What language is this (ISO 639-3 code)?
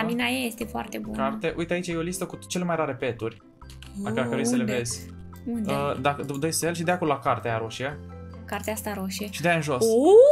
ron